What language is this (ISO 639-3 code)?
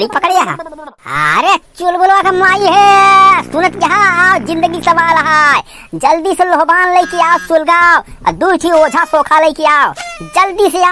awa